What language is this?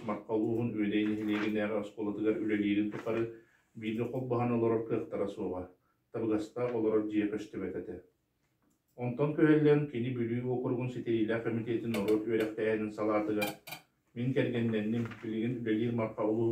Yakut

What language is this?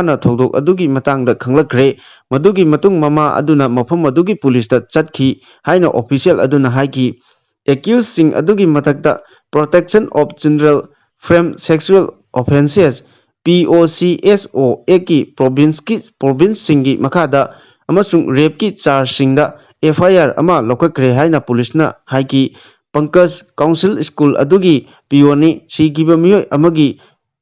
Manipuri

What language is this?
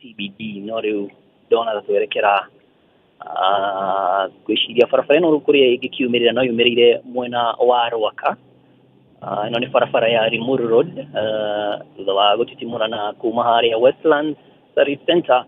Kikuyu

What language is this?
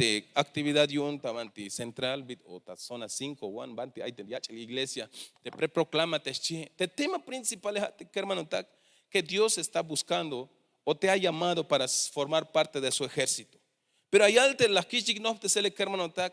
Tzeltal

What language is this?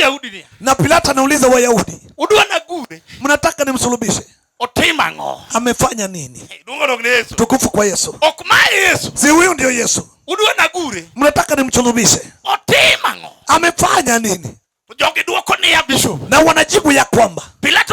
Luo (Kenya and Tanzania)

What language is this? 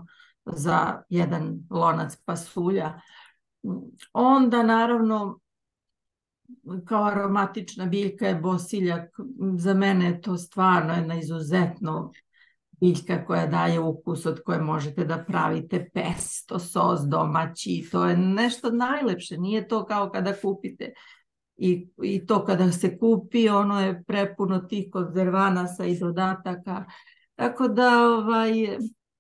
Serbian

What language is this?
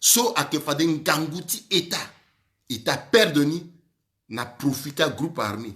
Sango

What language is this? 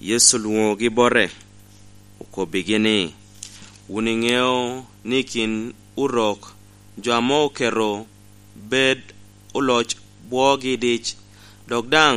Lango (Uganda)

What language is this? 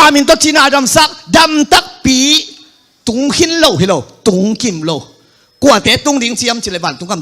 Tedim Chin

